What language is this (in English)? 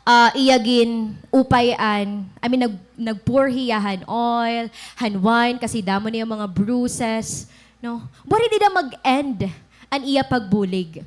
Waray